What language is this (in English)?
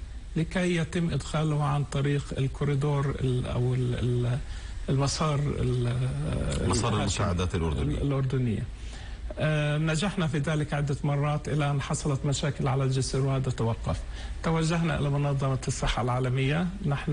Arabic